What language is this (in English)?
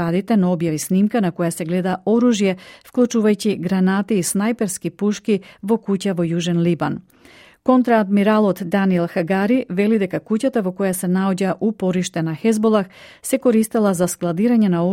Macedonian